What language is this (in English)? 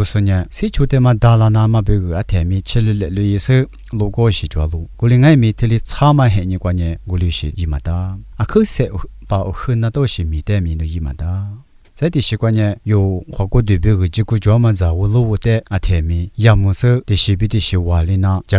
Lisu